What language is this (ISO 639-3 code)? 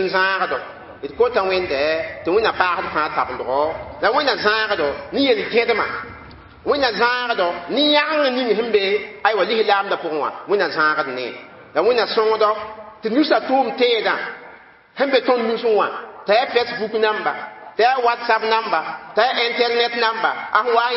mos